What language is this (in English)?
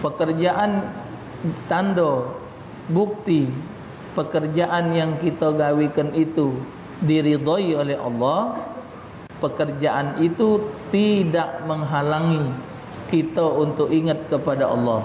Musi